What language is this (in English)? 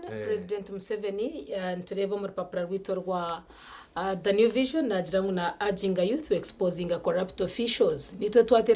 Nyankole